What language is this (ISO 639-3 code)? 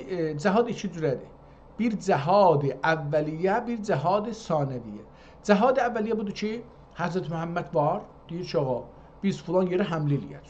azb